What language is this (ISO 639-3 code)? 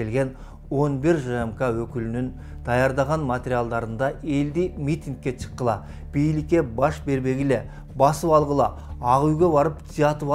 kir